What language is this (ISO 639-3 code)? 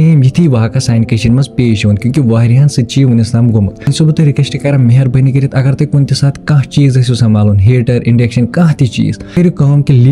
kas